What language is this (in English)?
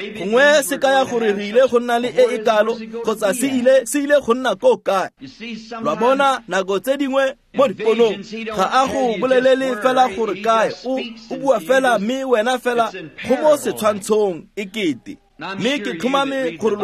Tswana